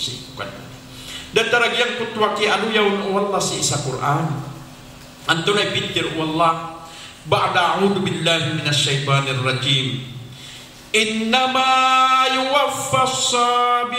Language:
Maranao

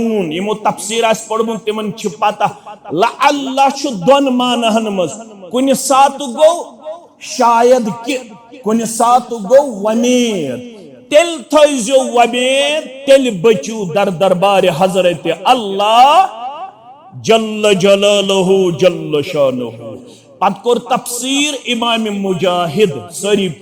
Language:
Kashmiri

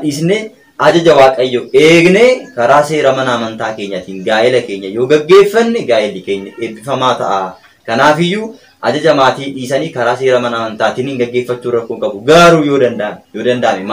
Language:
Oromo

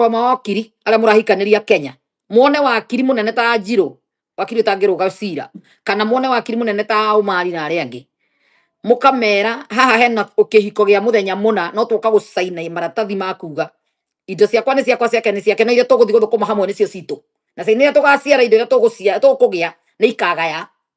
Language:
Kikuyu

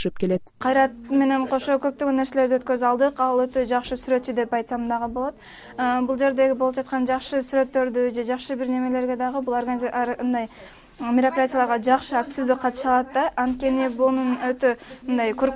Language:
Kyrgyz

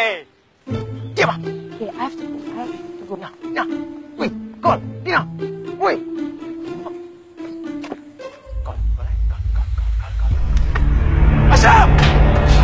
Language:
Malay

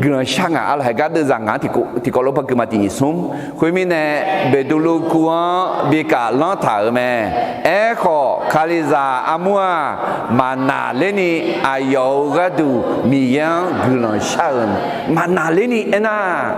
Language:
Akha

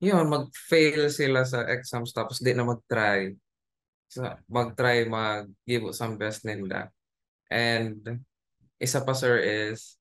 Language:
Bikol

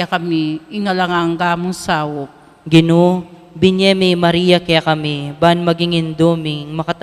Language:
Pampanga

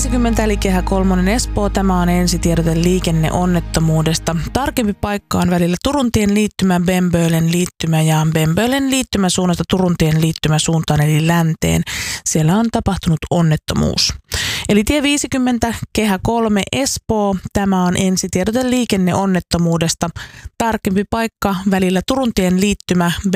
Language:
Finnish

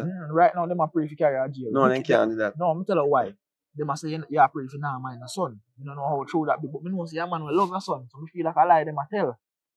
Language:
Jamaican Creole English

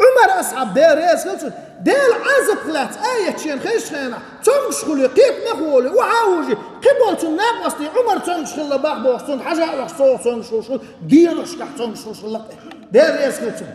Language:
Chechen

